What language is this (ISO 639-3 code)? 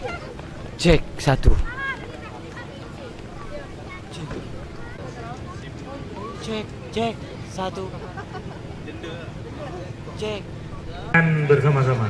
msa